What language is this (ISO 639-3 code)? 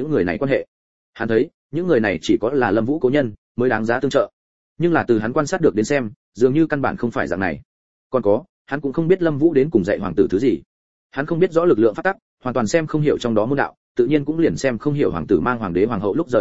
vie